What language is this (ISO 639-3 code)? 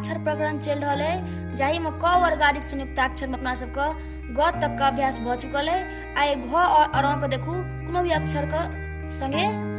mai